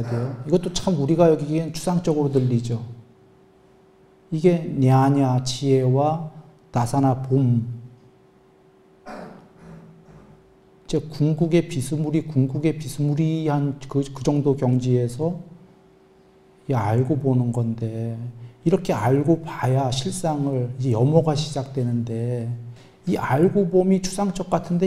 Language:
Korean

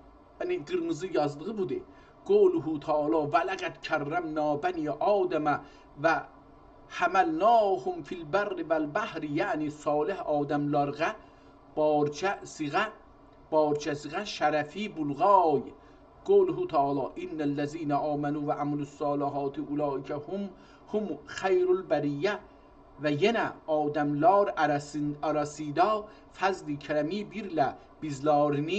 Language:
South Azerbaijani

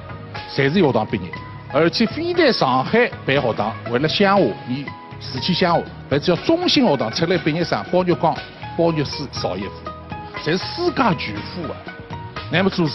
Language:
Wu Chinese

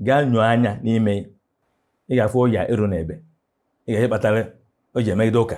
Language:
Igbo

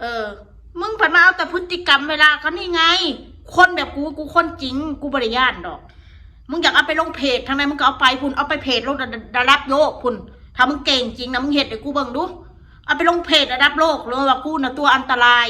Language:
Northeastern Thai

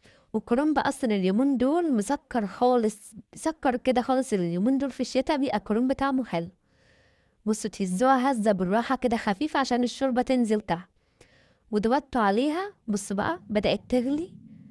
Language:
Egyptian Arabic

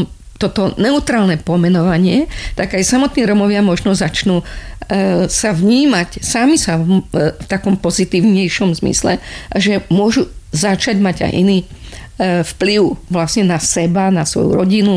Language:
Slovak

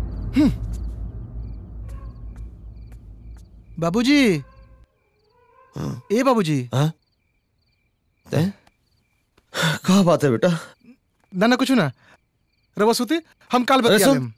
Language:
Bhojpuri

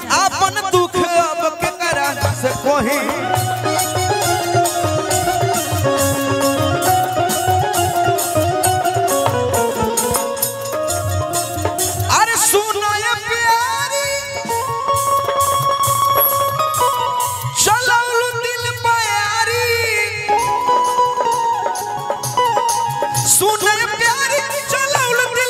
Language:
Bhojpuri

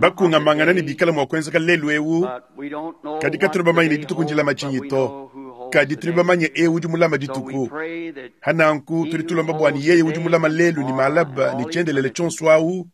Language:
Luba-Lulua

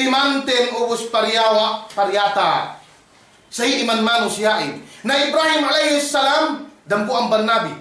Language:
Yakan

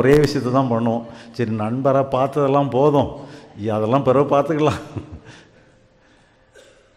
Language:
Tamil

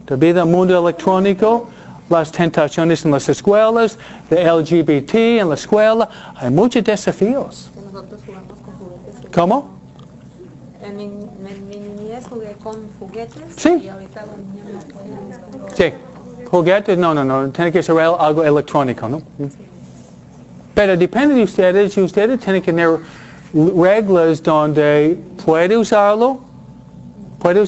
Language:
Spanish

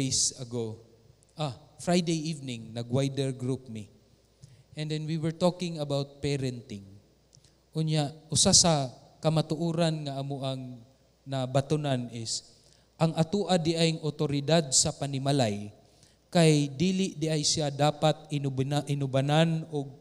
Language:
Cebuano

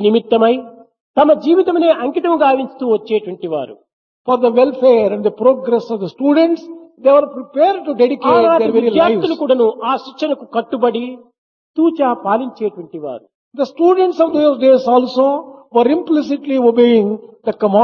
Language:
Telugu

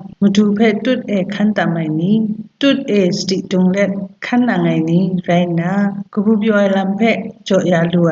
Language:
Kachin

